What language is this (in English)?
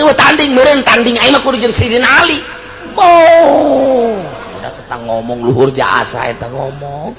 Sundanese